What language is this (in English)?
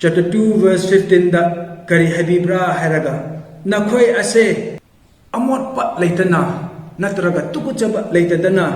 Manipuri